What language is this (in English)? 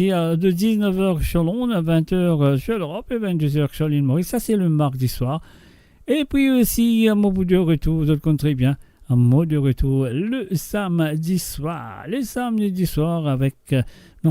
Morisyen